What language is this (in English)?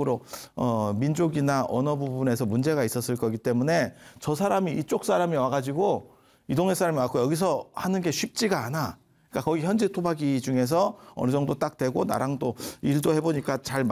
Korean